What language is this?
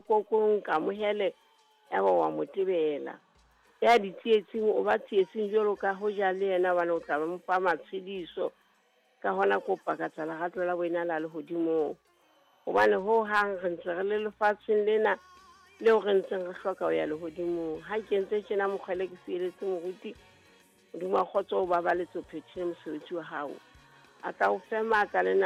Southern Sotho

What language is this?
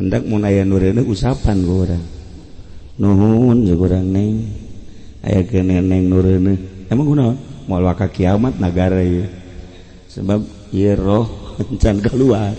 Sundanese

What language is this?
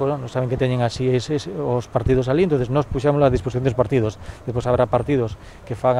Galician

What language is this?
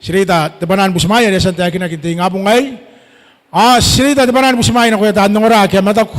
Gilbertese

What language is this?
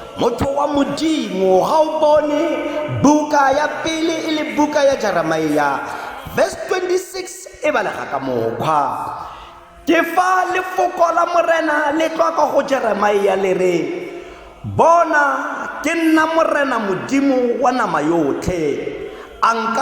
Tswana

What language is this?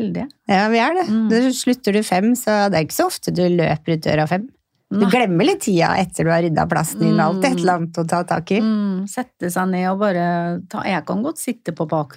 Norwegian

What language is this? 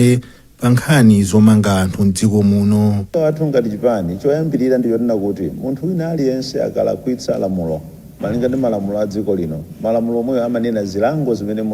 Nyanja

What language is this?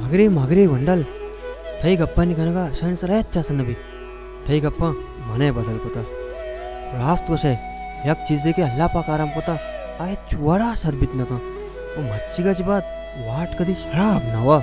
Baluchi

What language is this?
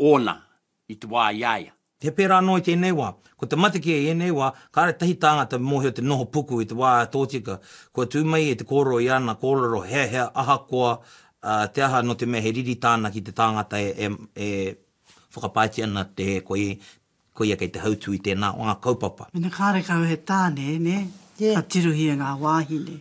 Māori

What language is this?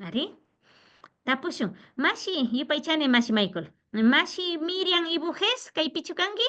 Imbabura Highland Quichua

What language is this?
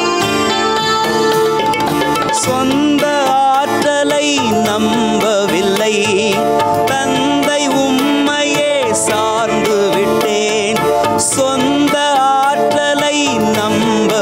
Tamil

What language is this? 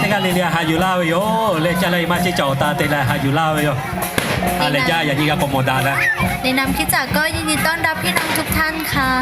Lahu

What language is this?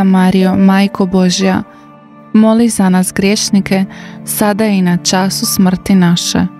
Croatian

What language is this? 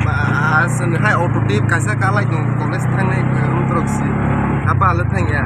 Kok Borok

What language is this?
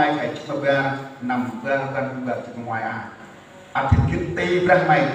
Central Mnong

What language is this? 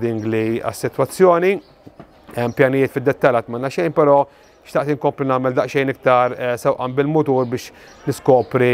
Maltese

